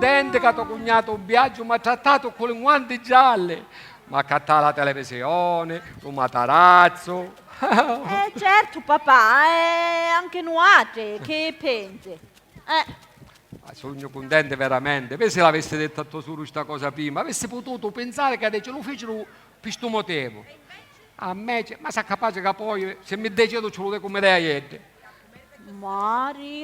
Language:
Sicilian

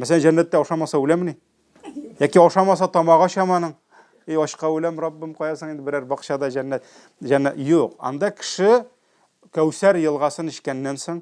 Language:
Tatar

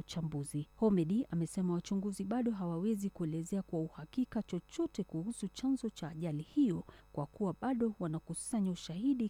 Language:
Swahili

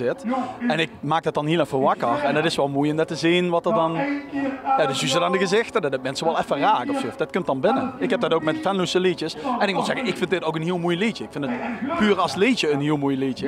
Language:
Limburgish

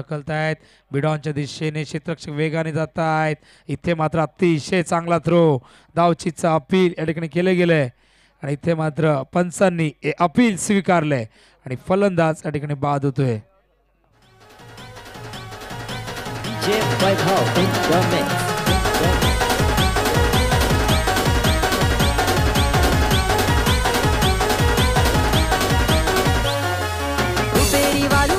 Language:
Marathi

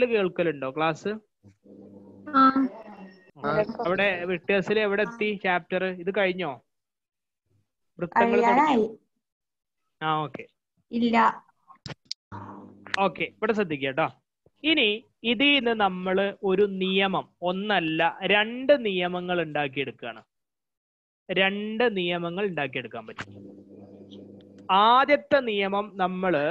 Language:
Malayalam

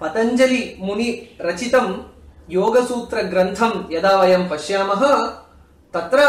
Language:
Sanskrit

